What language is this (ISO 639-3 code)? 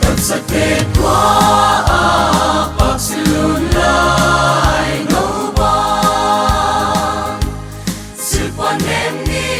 pck